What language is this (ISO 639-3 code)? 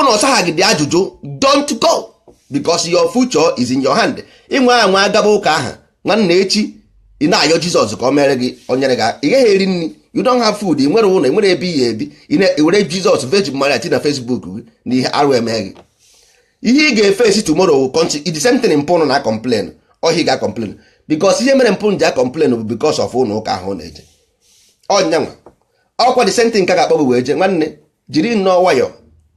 ibo